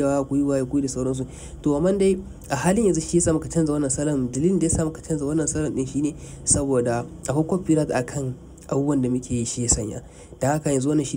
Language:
Hausa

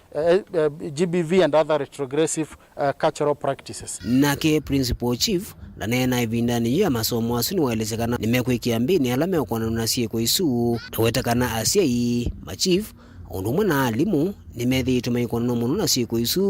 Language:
Kamba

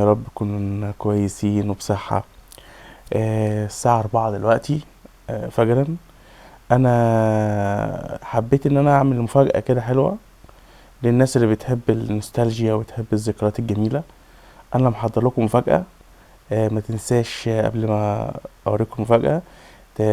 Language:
Egyptian Arabic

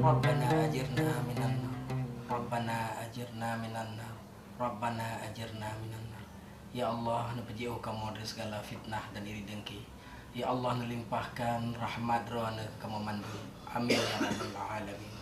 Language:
Achinese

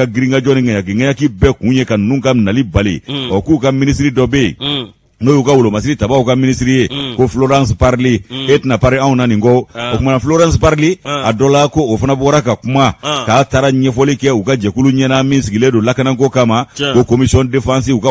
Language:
Bambara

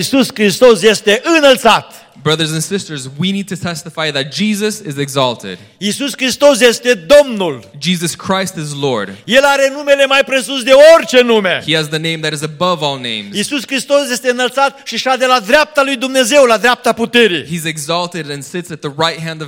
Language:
Romanian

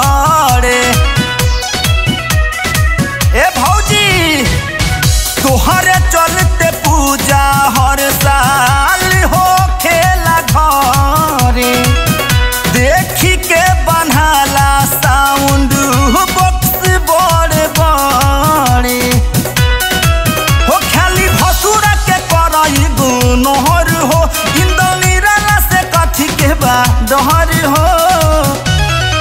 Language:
Bhojpuri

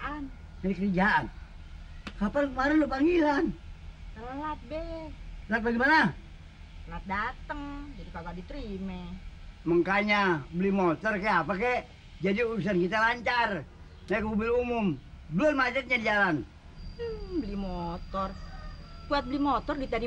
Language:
Betawi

